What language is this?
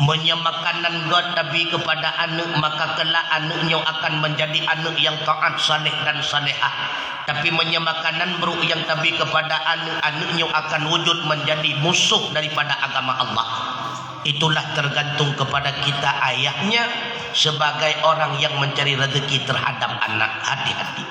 Achinese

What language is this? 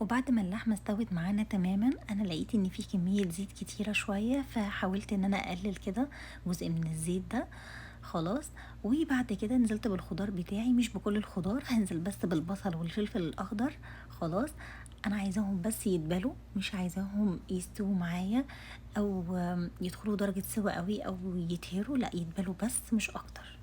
Egyptian Arabic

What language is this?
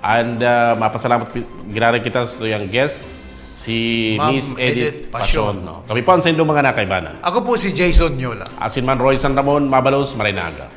Bikol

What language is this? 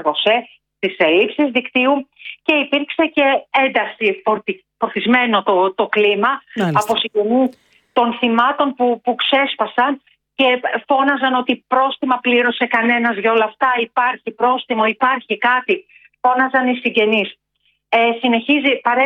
Greek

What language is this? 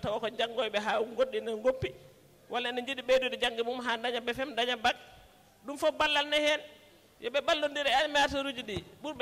Fula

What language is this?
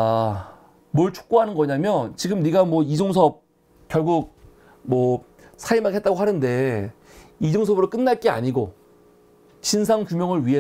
Korean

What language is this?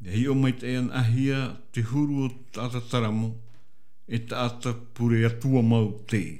Tahitian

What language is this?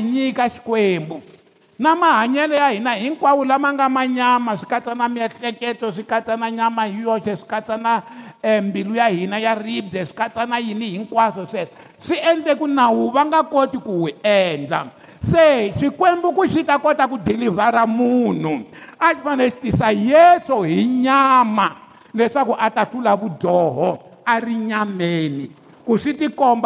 Tsonga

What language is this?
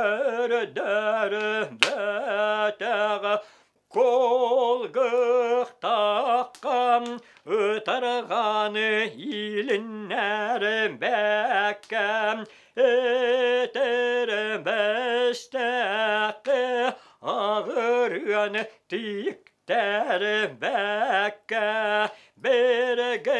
Yakut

